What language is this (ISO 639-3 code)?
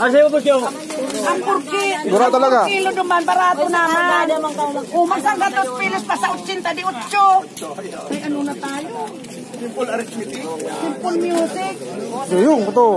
bik